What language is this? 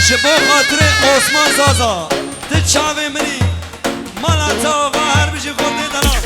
Kurdish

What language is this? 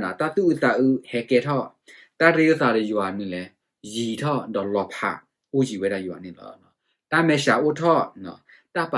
S'gaw Karen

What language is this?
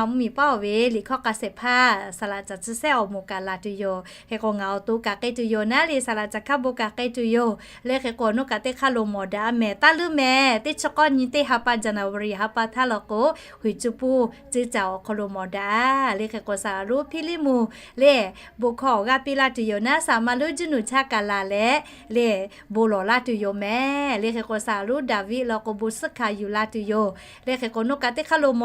Lahu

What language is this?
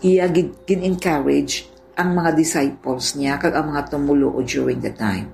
Hiligaynon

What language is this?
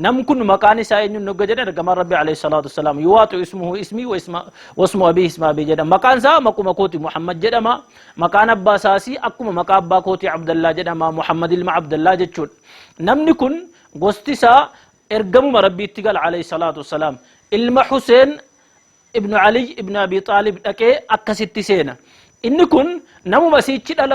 Oromo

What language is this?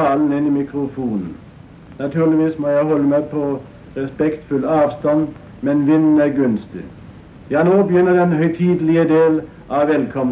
Norwegian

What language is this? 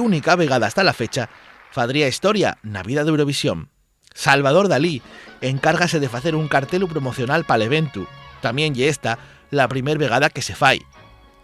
Asturian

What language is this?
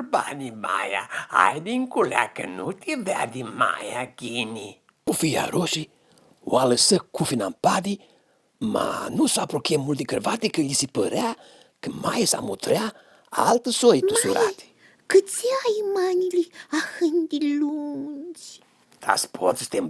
Aromanian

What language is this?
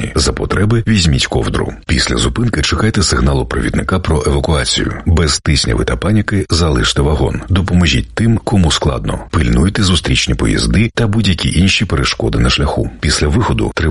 Ukrainian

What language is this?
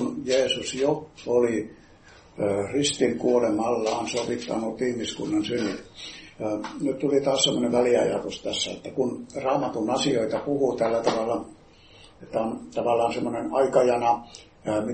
Finnish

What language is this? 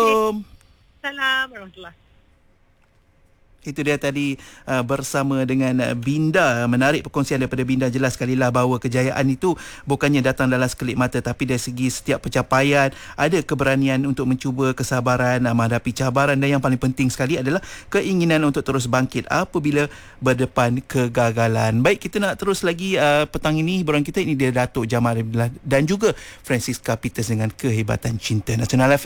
Malay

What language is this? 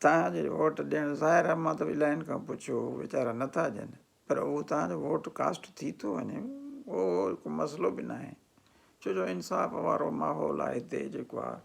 Sindhi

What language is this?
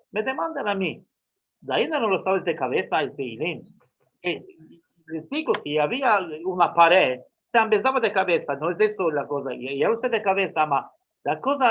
Ladino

